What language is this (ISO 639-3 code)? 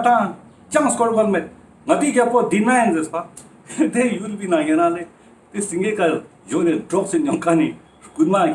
lbj